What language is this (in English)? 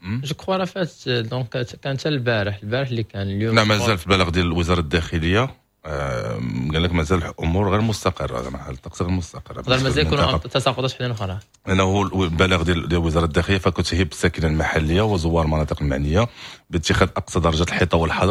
Moroccan Arabic